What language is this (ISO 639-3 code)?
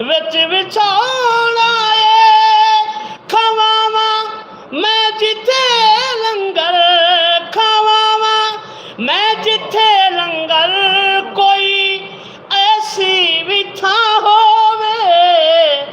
skr